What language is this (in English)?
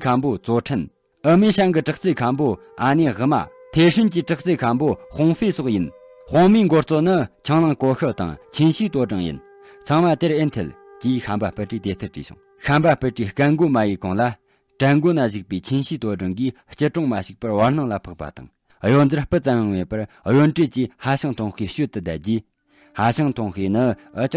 Tibetan